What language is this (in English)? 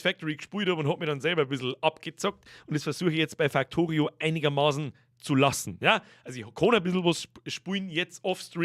Bavarian